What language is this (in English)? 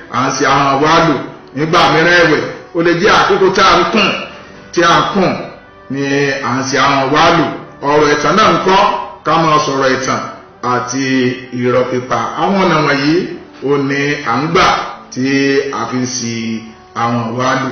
Yoruba